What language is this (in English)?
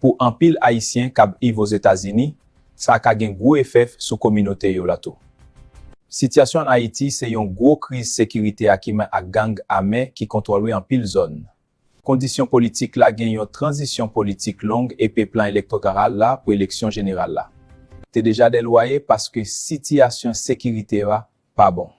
Haitian Creole